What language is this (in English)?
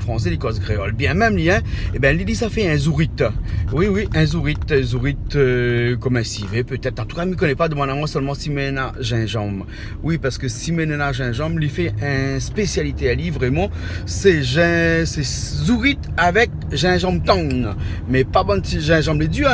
Réunion Creole French